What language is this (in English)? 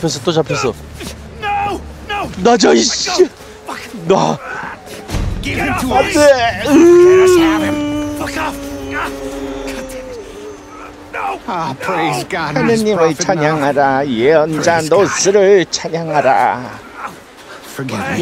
Korean